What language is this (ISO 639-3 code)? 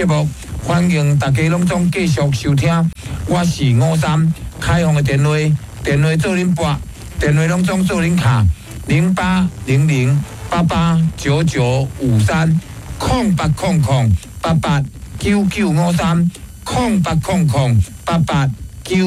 nan